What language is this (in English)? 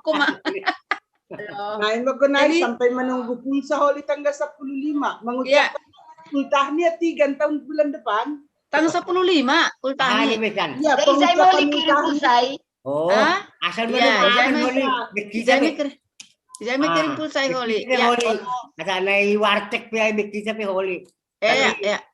Batak Simalungun